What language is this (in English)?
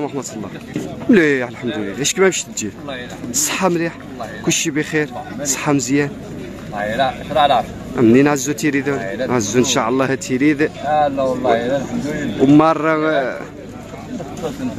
Moroccan Arabic